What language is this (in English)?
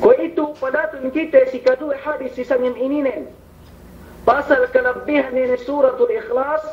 Yakan